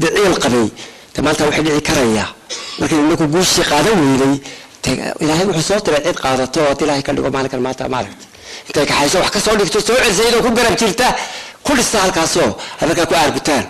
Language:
Somali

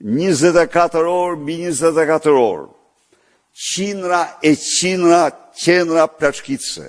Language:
Albanian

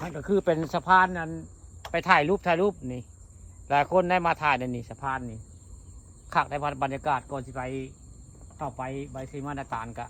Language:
Northeastern Thai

